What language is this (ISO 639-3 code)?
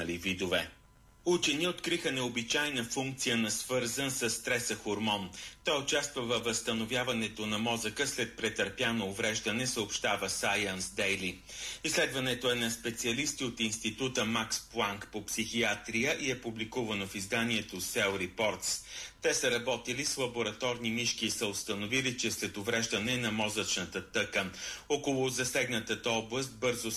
bul